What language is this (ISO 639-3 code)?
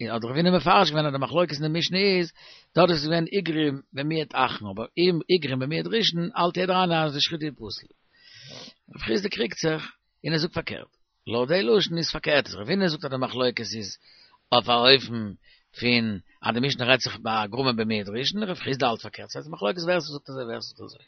yid